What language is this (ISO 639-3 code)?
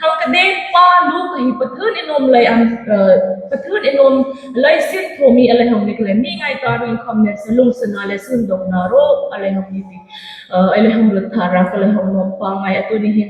hmr